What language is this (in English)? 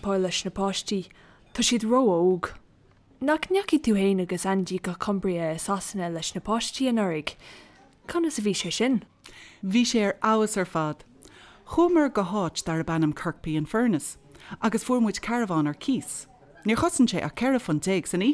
Irish